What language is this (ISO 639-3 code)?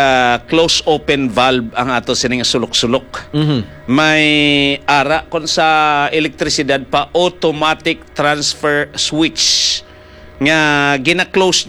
hil